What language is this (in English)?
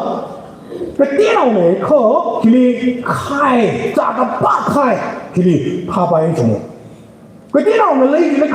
Tangkhul Naga (India)